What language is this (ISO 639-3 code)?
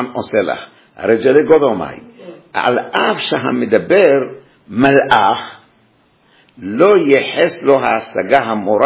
heb